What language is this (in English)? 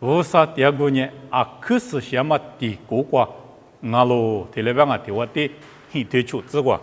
Lisu